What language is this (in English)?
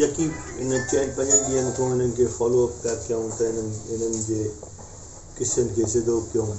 Sindhi